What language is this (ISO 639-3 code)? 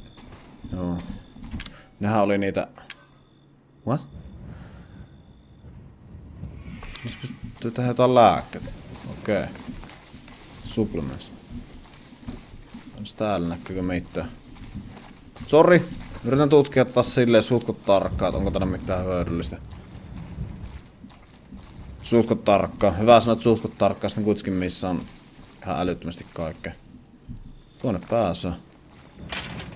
fin